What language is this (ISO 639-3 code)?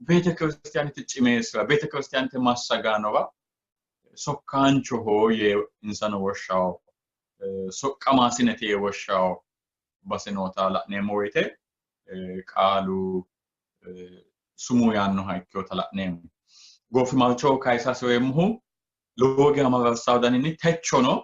sid